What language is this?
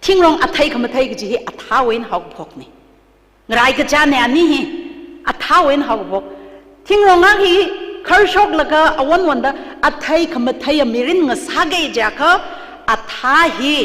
Tangkhul Naga (India)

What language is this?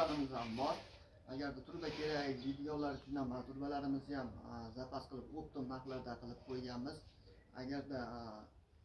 Uzbek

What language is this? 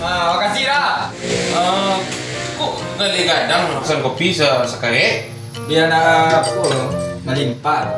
Minangkabau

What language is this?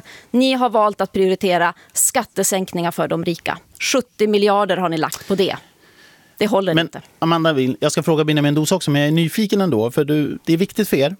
Swedish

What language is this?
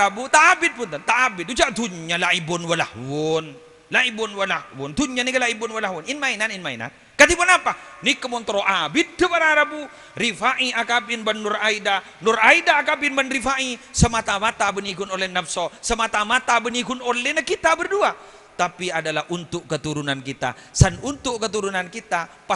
Madurese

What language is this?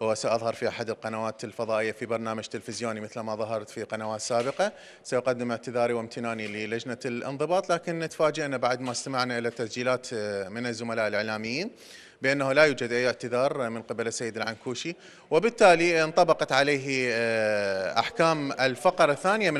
Mesopotamian Arabic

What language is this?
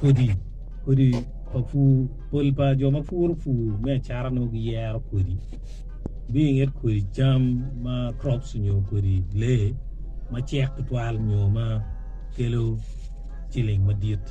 Acoli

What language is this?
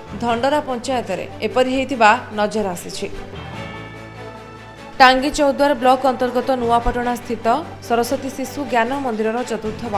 Odia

